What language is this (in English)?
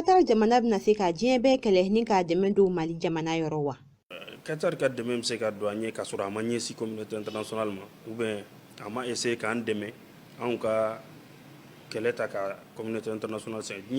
Bambara